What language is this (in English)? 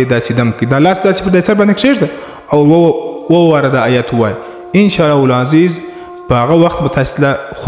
Pashto